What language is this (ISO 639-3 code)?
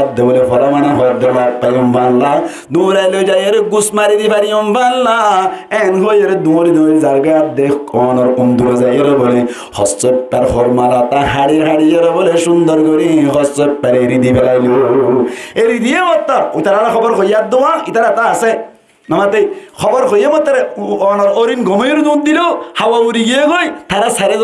rhg